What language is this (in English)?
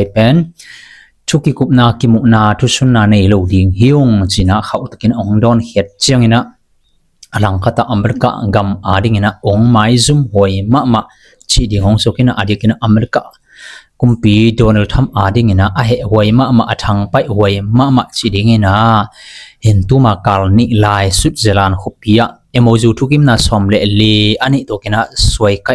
Tedim Chin